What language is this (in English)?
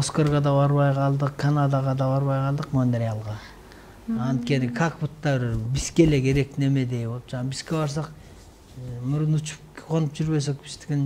Kyrgyz